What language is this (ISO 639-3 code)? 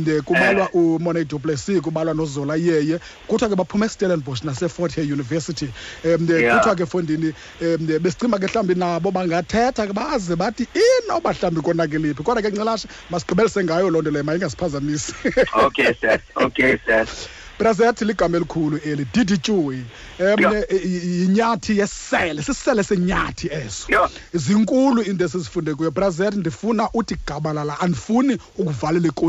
xho